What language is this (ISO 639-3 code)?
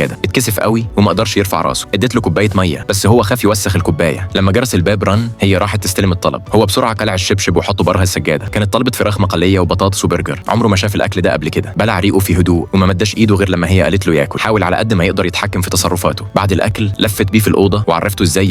arz